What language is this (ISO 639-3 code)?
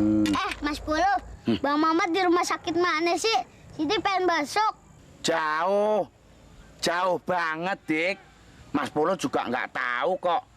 bew